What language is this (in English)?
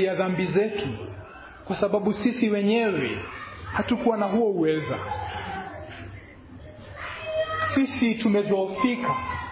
Swahili